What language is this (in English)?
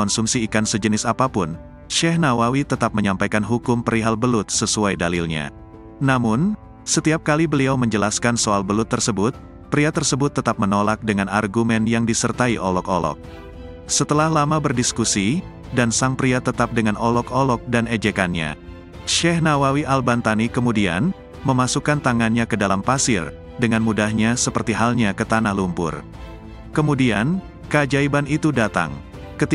Indonesian